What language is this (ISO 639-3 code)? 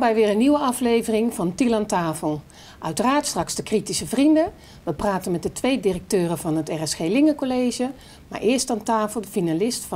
nld